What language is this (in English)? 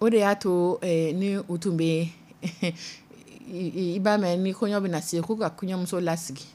Dyula